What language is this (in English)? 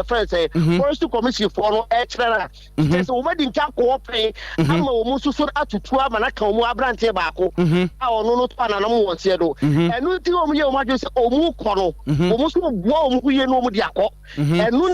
Akan